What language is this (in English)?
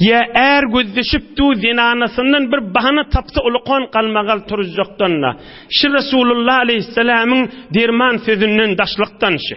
Turkmen